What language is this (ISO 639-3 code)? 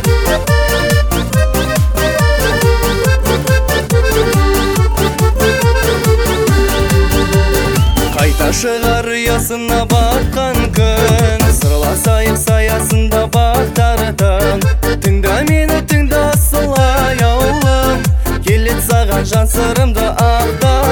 kaz